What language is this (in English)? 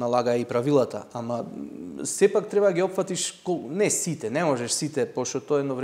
Macedonian